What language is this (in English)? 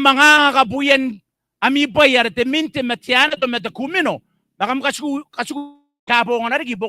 Gilbertese